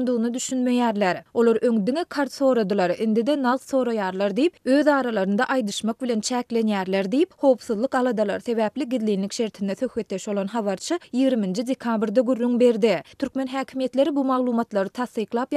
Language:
Turkmen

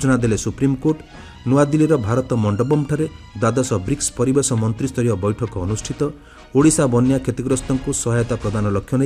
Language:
Odia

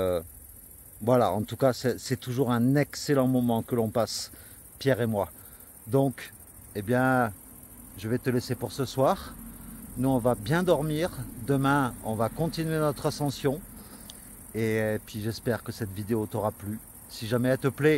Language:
French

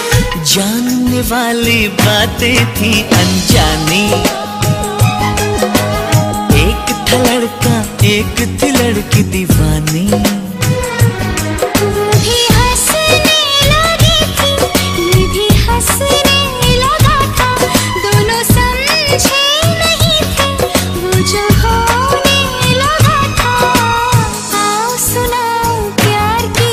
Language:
Hindi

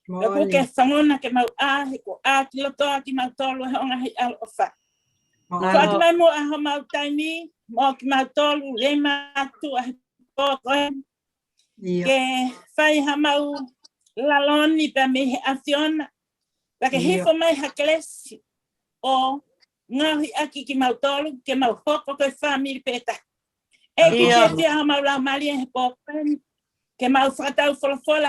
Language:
Tongan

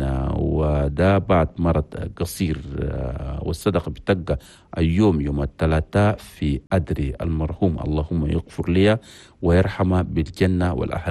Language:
Chadian Arabic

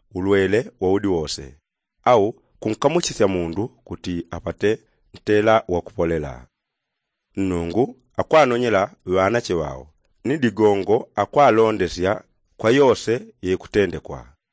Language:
Yao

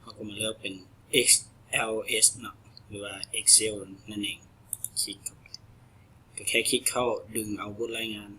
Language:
Lao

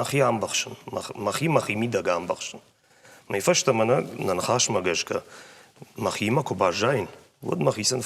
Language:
Ossetic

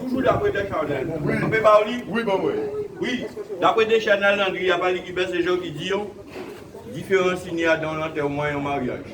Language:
Guadeloupean Creole French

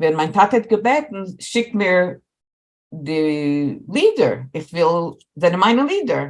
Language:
Yiddish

